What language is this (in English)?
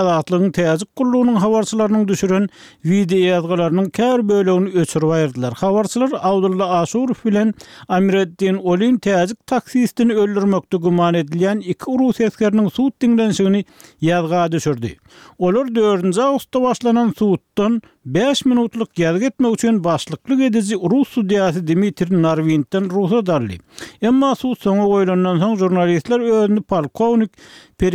Turkmen